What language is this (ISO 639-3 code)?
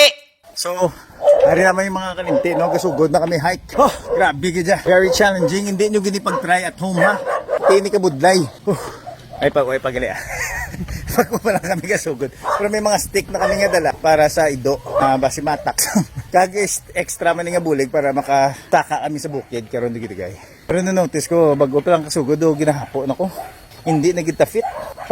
hil